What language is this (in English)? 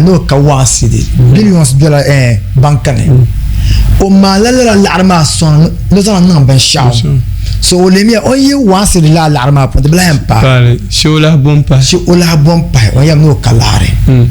Dagbani